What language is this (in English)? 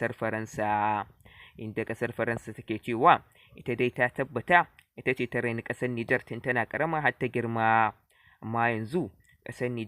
Hausa